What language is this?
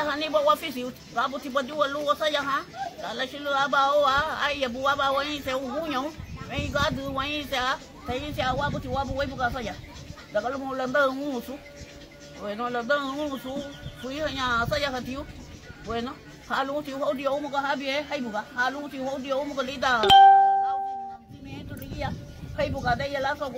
Garifuna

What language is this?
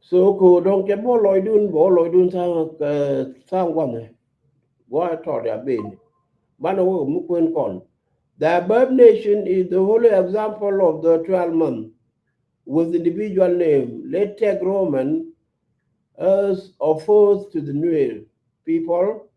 Nuer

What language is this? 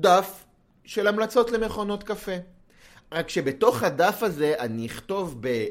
Hebrew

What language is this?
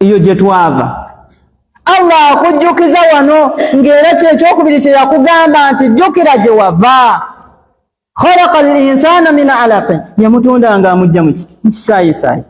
Ganda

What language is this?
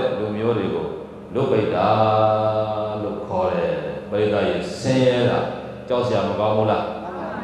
Burmese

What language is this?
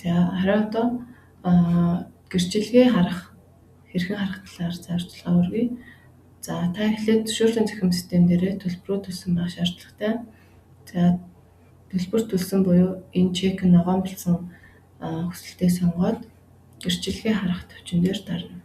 Mongolian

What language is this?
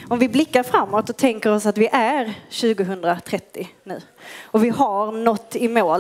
Swedish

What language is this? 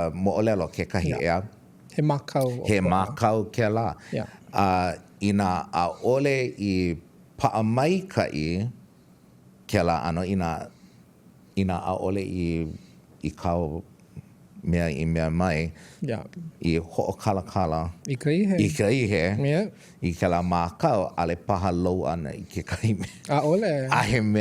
Hawaiian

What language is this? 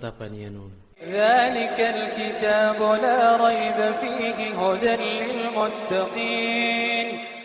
Iranun (Philippines)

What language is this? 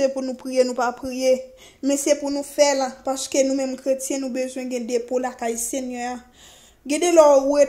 Haitian Creole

